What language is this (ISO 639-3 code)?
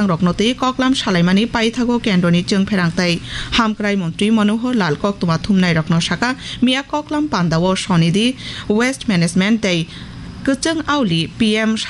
trp